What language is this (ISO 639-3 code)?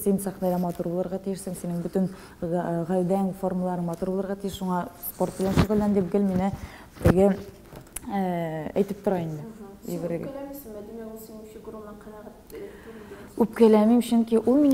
tat